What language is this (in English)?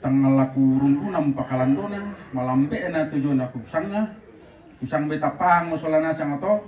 Toraja-Sa'dan